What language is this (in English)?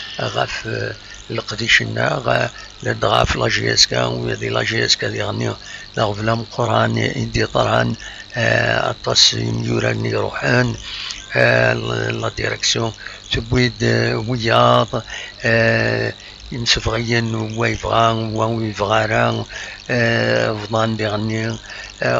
Kabyle